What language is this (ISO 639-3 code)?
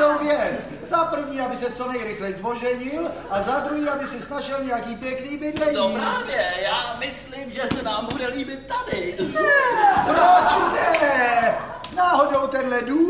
ces